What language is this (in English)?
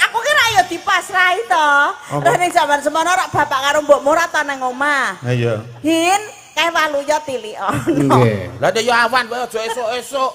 Javanese